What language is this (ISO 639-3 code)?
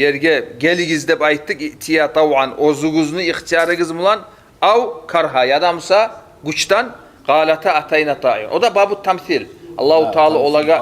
kum